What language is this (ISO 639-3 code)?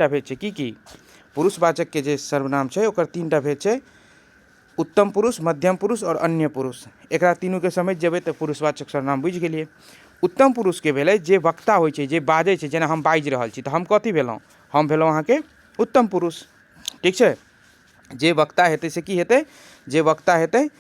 mai